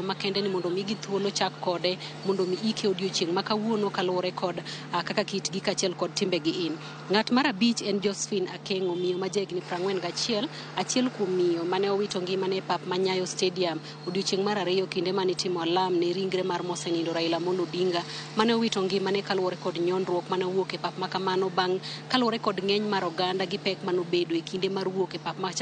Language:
Luo (Kenya and Tanzania)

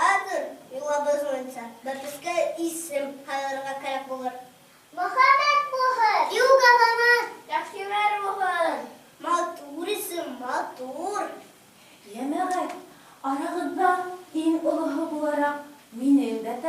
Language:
Bashkir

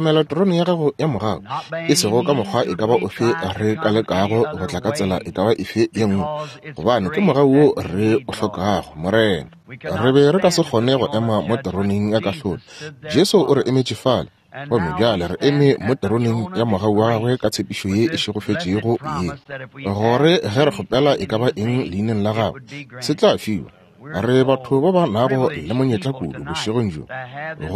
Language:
Northern Sotho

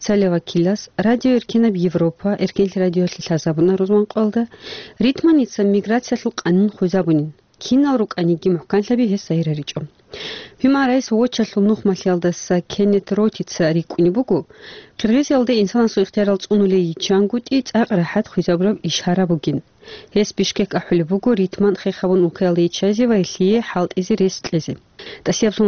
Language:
Avaric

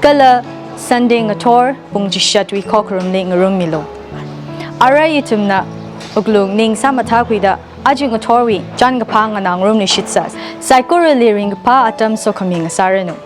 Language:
Tangkhul Naga (India)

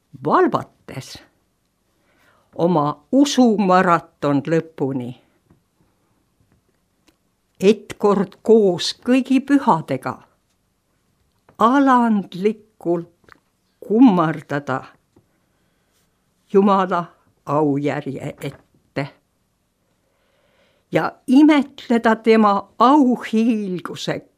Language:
Estonian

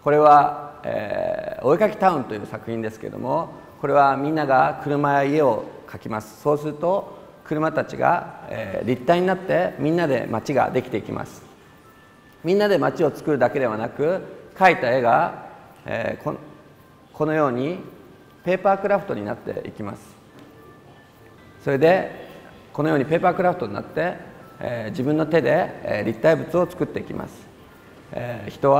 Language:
Japanese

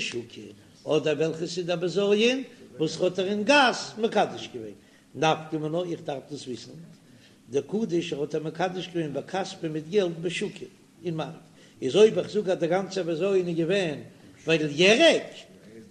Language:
Yiddish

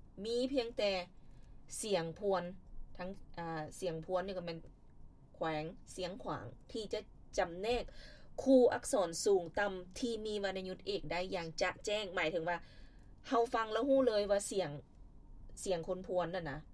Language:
Lao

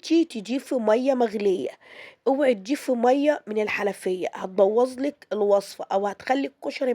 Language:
Egyptian Arabic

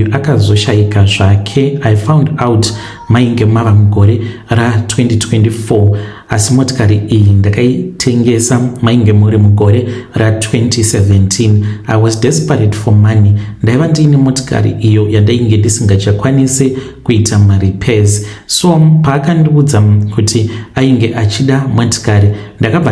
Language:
Shona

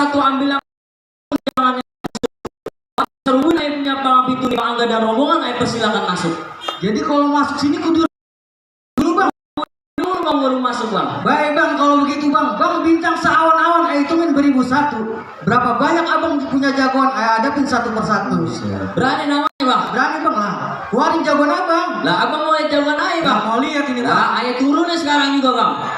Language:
Betawi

